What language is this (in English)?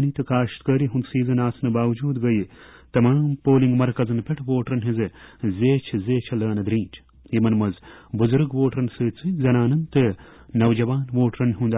Kashmiri